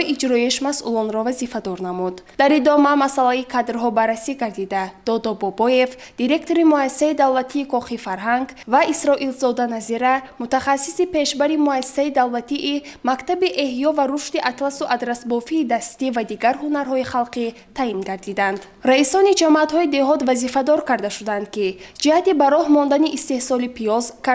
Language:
Tajik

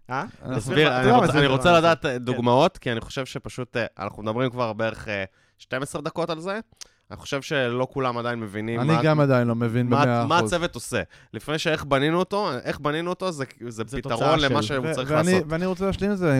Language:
Hebrew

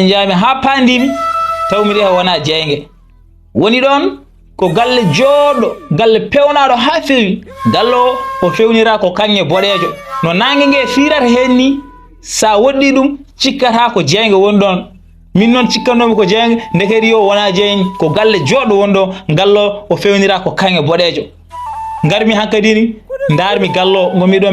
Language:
Fula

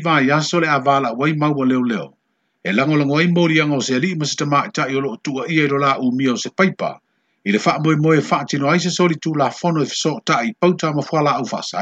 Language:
Samoan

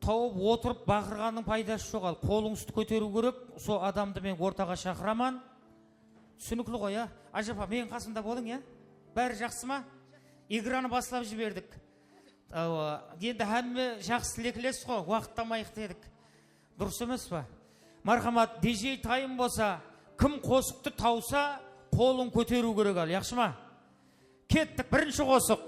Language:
Kara-Kalpak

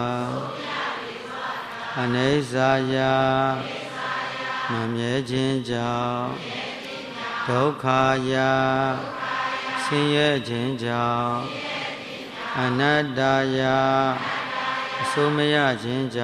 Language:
Burmese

